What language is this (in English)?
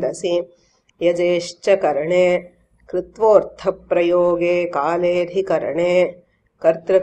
Sanskrit